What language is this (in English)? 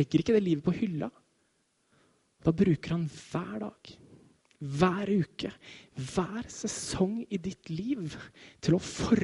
Norwegian